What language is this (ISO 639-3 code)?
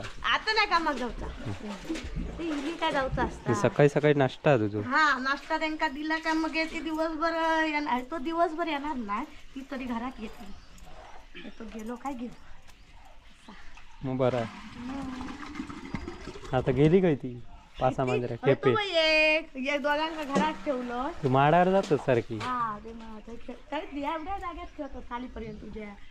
mar